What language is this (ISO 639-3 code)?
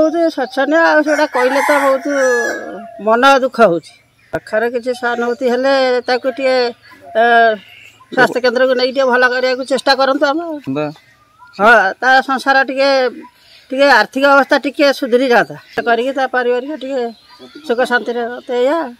ori